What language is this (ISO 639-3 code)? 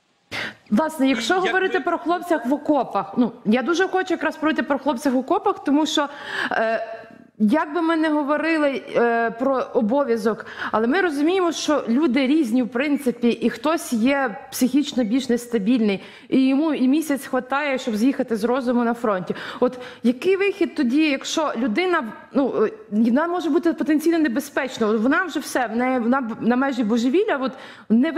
ukr